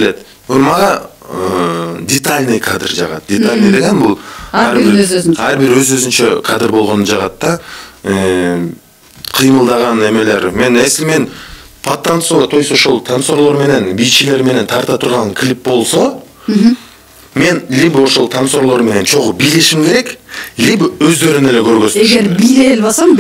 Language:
Kyrgyz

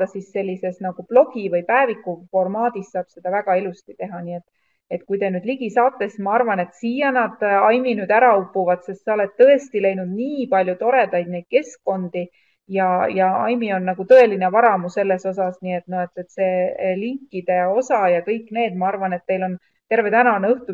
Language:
Estonian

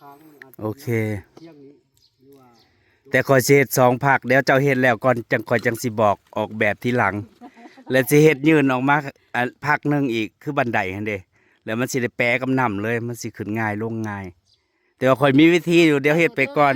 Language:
Northeastern Thai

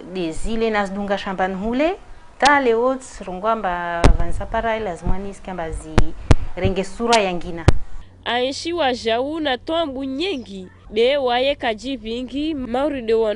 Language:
Ngazidja Comorian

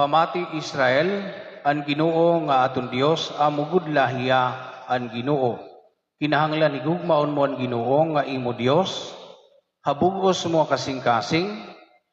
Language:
Waray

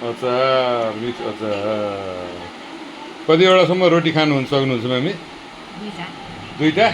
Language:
Nepali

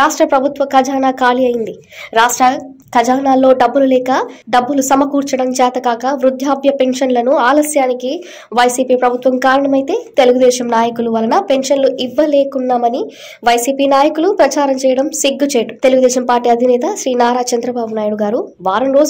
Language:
Telugu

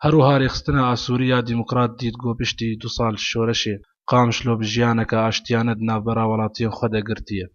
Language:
Kurdish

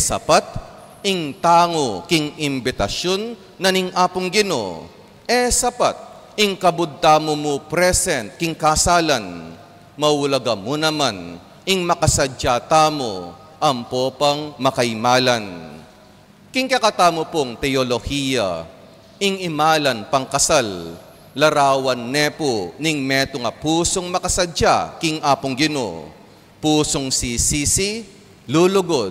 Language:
Pampanga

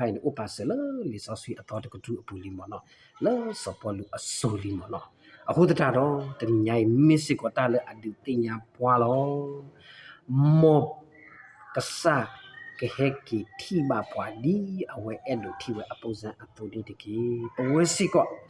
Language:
S'gaw Karen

